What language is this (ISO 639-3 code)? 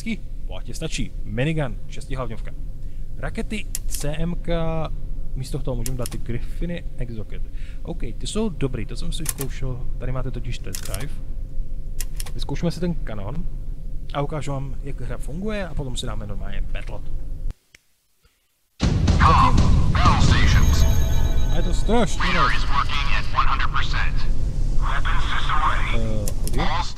ces